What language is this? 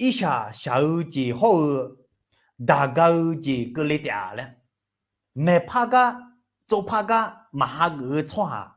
Akha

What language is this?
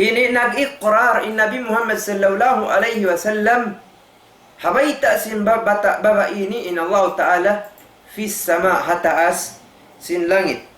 Tausug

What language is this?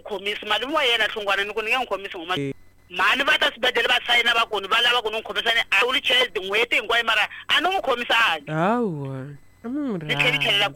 Tsonga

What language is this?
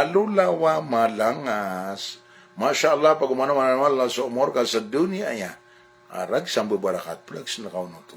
Maranao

